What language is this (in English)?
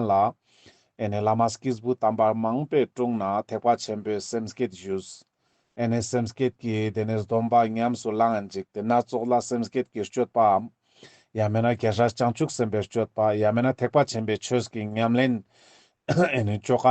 Ladakhi